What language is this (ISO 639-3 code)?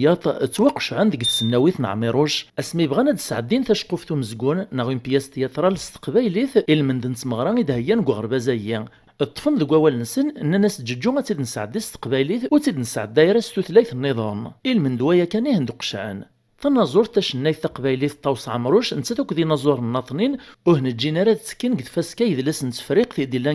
kab